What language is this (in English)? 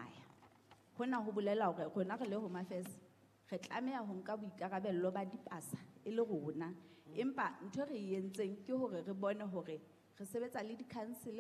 Southern Sotho